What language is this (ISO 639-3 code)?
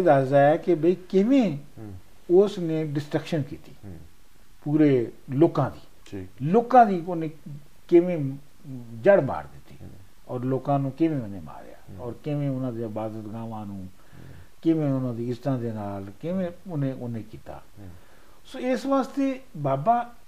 pan